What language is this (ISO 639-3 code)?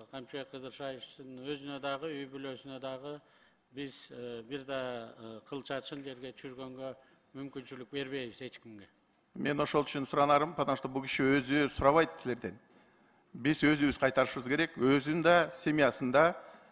kir